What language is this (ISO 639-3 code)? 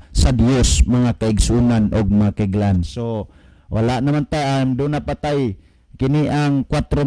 ceb